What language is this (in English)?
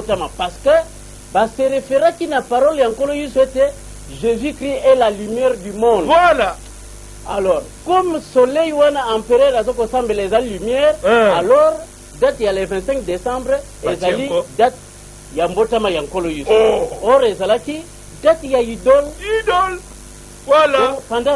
Lingala